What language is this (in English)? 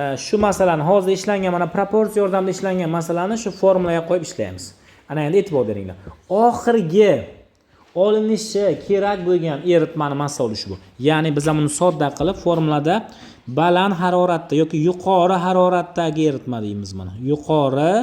Uzbek